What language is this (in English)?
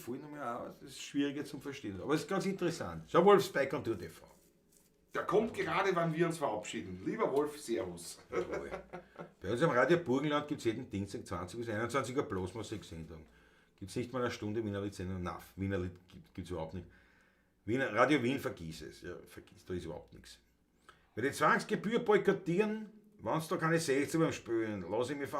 Bavarian